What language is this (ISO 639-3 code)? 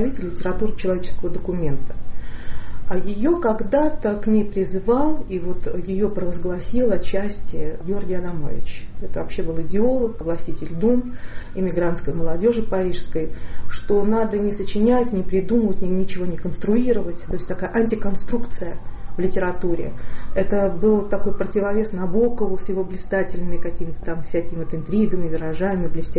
rus